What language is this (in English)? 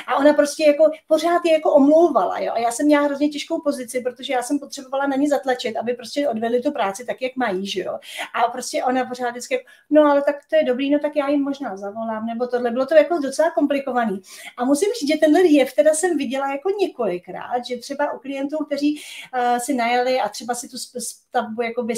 Czech